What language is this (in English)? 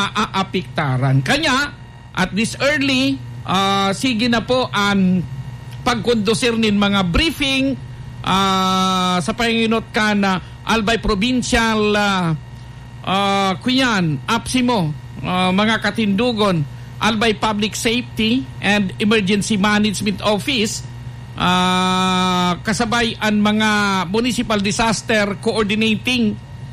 Bikol